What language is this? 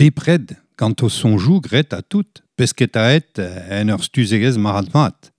Breton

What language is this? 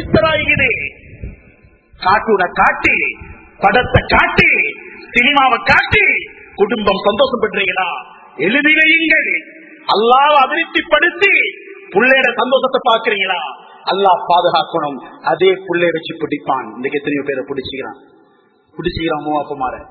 Tamil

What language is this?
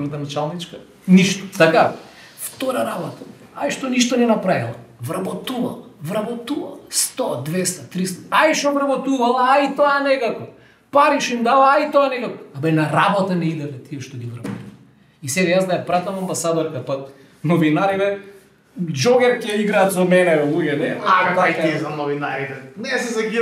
Macedonian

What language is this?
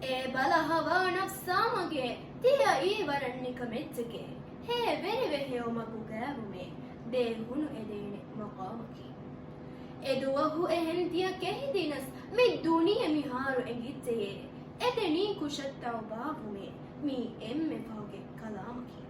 Divehi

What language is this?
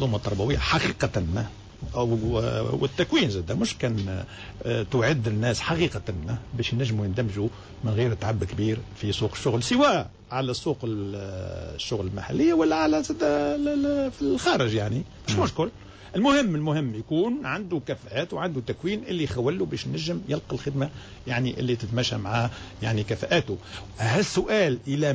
Tunisian Arabic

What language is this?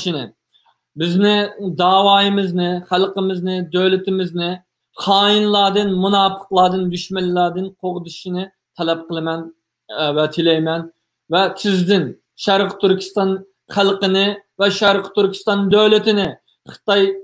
Uyghur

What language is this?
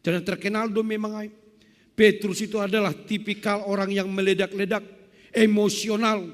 Batak Simalungun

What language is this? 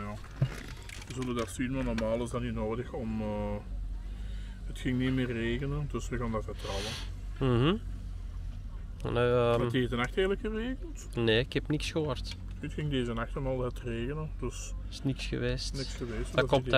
Dutch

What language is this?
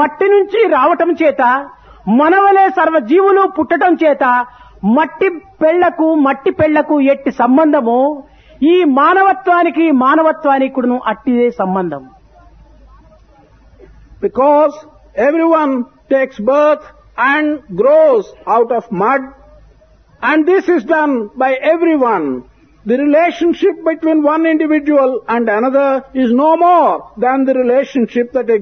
Telugu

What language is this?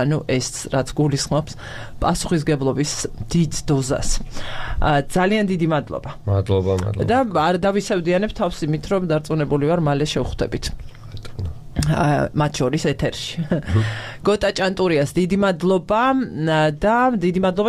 Georgian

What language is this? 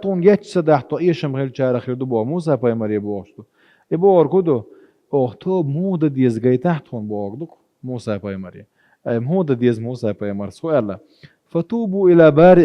Chechen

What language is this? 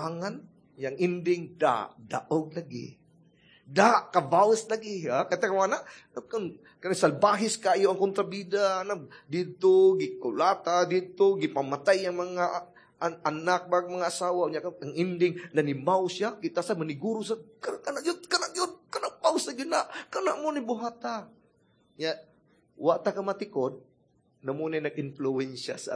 Cebuano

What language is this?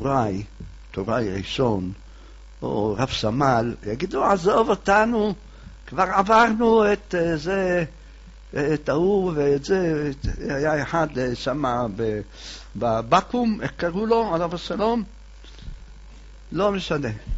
Hebrew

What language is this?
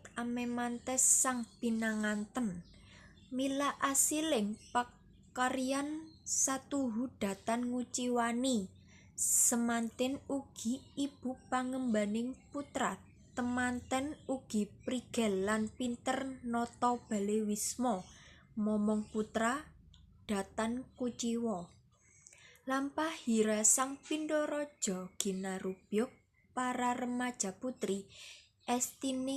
Javanese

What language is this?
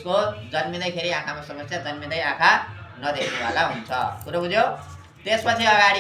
Nepali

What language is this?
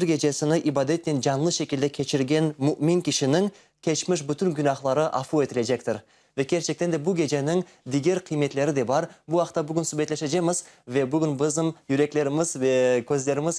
Crimean Tatar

